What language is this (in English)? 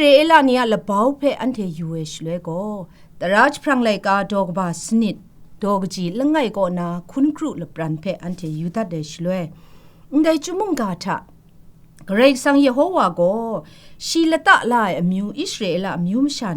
Kachin